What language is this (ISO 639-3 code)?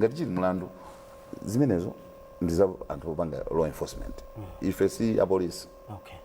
nya